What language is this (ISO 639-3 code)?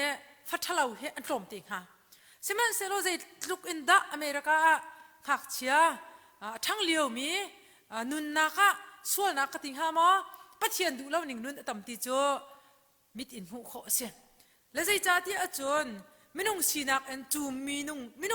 cnh